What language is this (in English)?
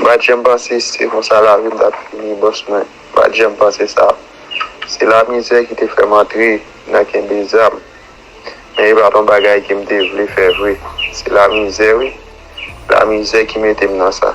Haitian Creole